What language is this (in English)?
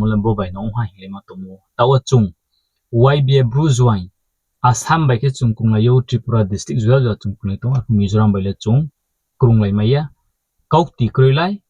Riang (India)